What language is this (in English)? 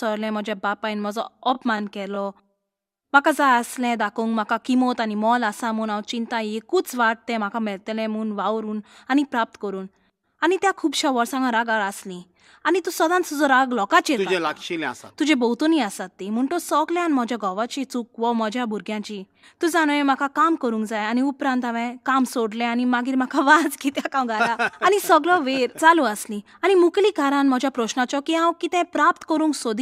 Konkani